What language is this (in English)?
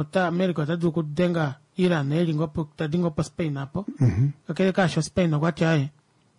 Kuanyama